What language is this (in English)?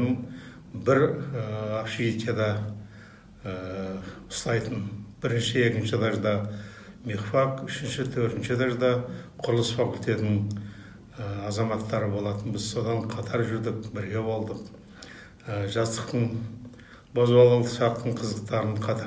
Kazakh